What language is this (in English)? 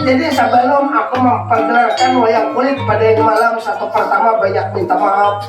Banjar